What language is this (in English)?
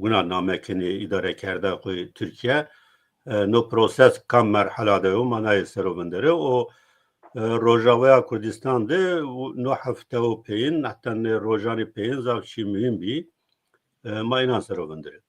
Zaza